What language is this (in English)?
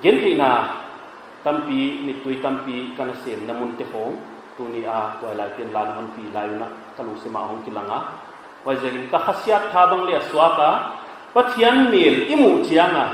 Paite Chin